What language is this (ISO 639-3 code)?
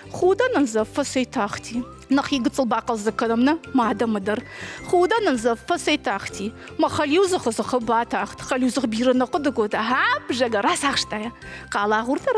oss